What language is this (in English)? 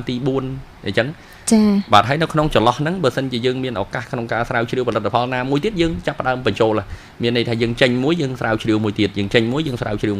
Khmer